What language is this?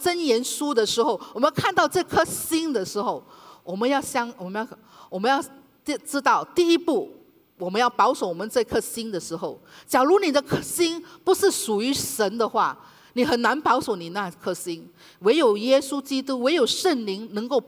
Chinese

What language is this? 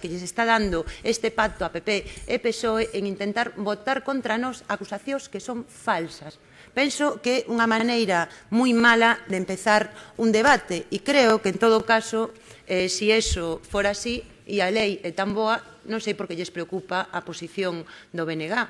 Galician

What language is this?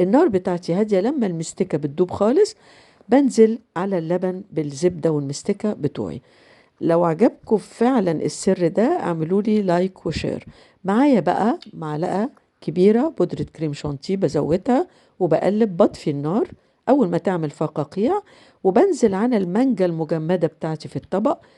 Egyptian Arabic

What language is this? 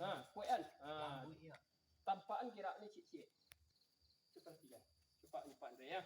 Minangkabau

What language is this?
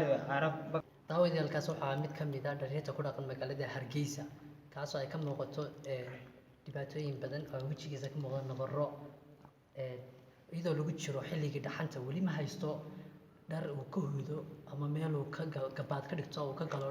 Somali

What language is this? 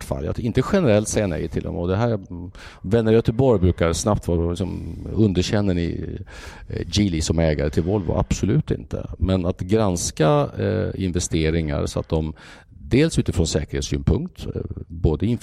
Swedish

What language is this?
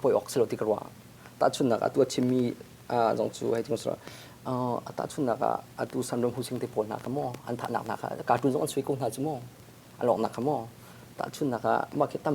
Hakha Chin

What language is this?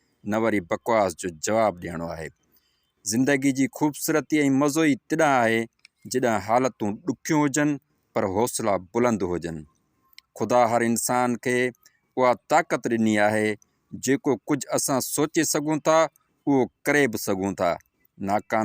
Sindhi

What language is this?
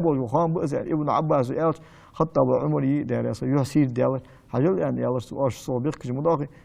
Ingush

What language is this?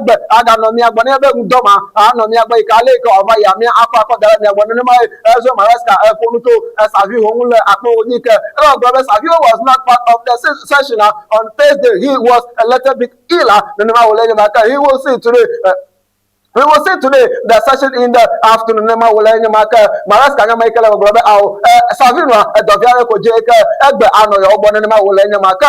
Ewe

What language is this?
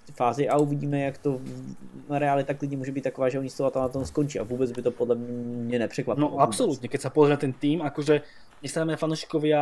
Slovak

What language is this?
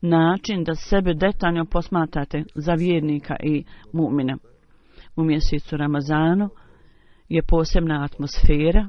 Bosnian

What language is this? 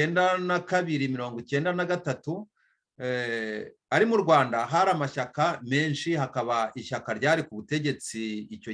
Kinyarwanda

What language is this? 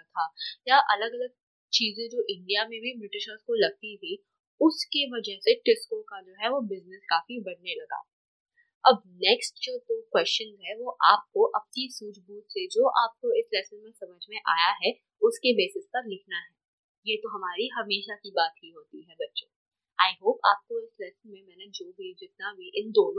Hindi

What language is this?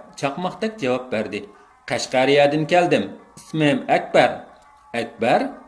Uyghur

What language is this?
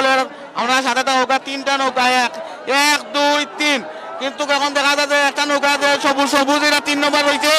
Sylheti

